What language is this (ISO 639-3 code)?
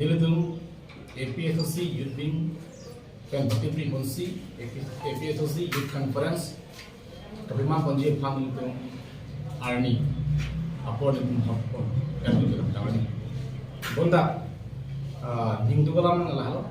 mjw